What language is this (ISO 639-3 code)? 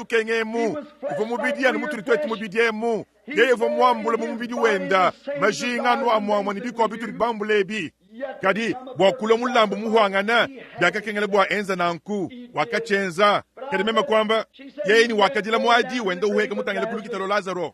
lua